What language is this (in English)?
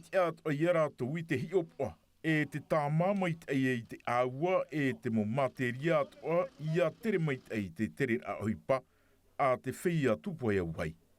Tahitian